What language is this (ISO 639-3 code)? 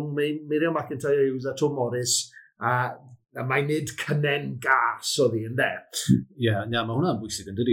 cym